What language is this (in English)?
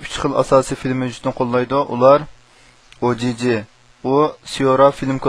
Uyghur